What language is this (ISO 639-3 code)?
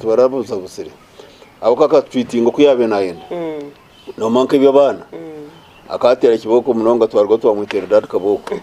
nyn